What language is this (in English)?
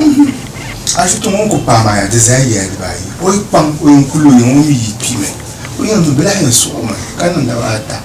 Dagbani